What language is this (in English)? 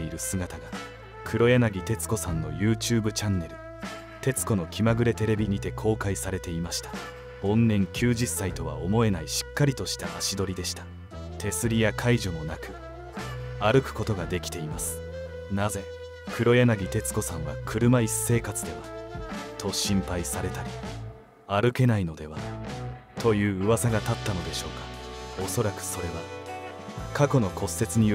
Japanese